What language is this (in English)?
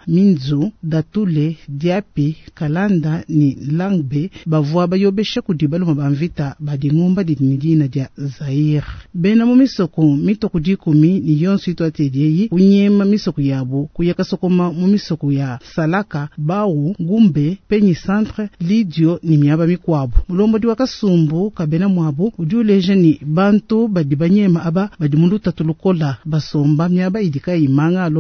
Luba-Lulua